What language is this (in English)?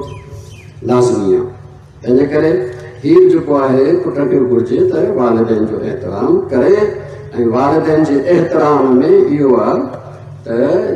Sindhi